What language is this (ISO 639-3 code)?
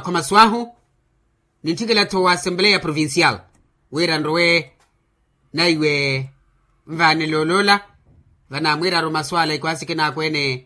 vmw